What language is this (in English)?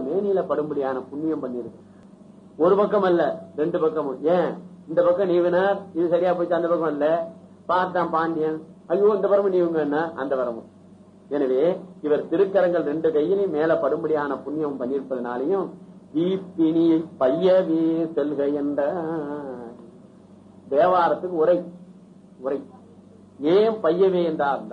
Tamil